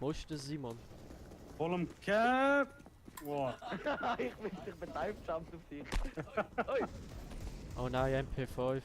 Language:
Swiss German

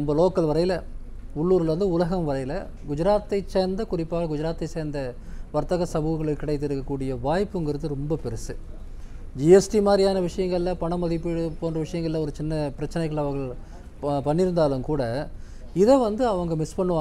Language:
Tamil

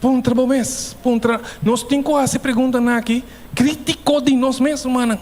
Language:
Papiamento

